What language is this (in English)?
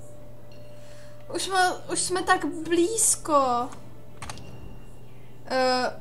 Czech